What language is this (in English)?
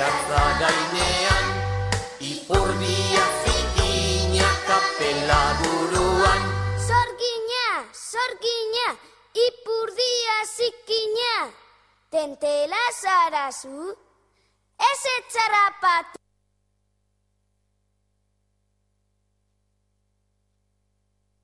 Basque